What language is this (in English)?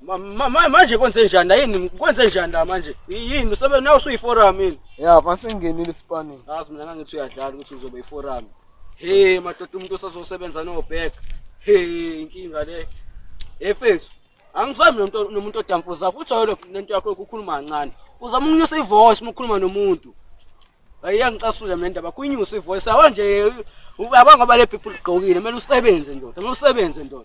Zulu